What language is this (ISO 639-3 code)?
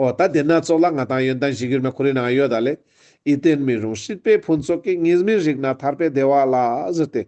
lbj